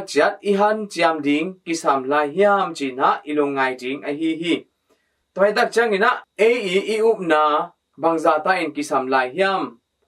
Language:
Tedim Chin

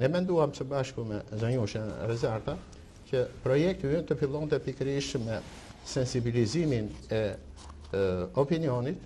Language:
Albanian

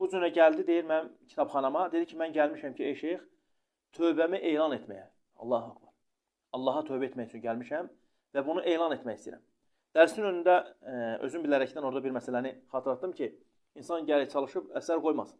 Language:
Azerbaijani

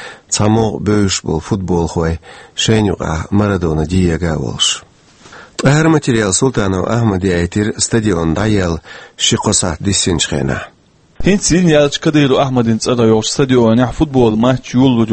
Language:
Chechen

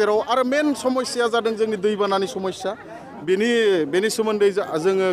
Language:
Bodo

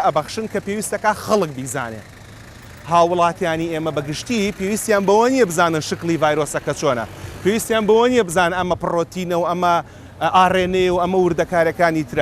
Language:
Central Kurdish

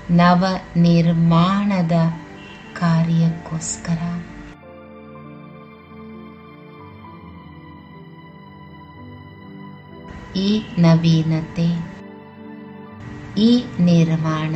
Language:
Kannada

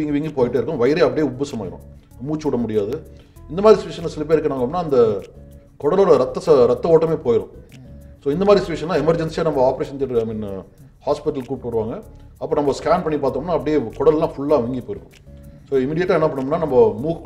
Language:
Tamil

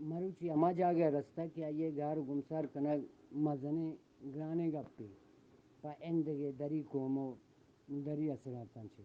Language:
Eastern Balochi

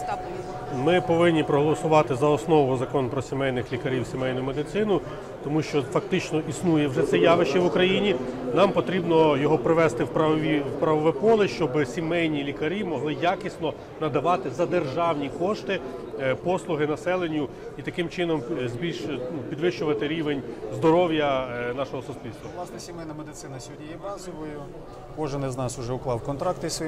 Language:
Ukrainian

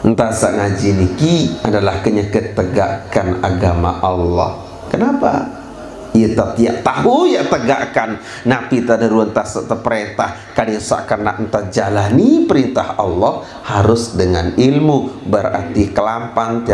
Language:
Sasak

